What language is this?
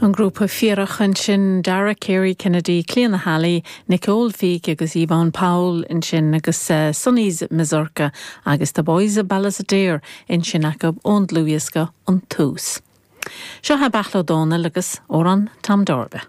Irish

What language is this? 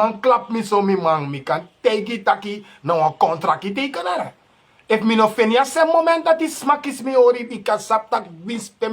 Sranan Tongo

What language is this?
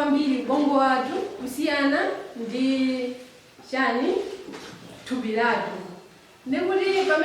Nyanja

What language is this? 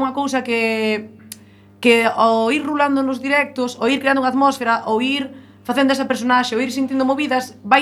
Galician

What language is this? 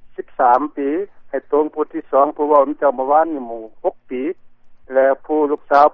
Lao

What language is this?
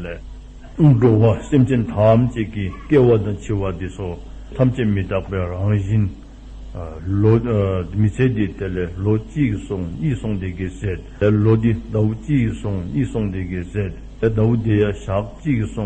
Dzongkha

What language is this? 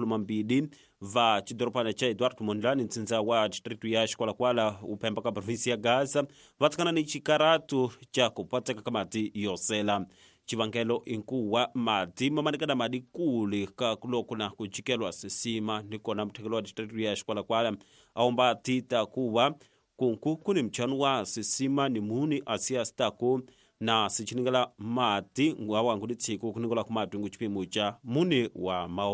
Tsonga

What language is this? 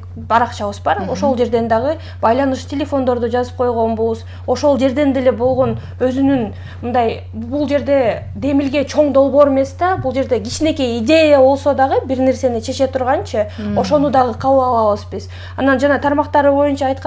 Kyrgyz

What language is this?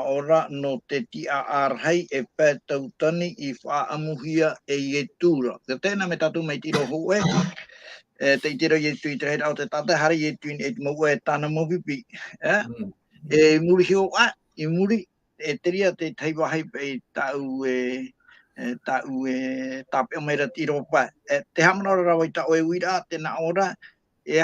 Tahitian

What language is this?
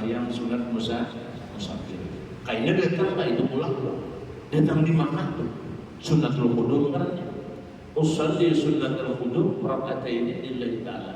Banjar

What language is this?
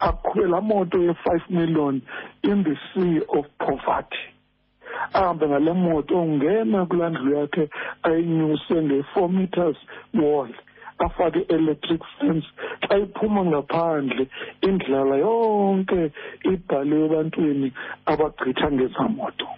Xhosa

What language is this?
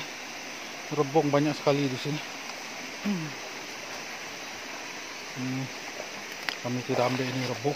Malay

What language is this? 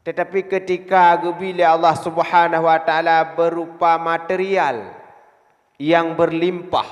Achinese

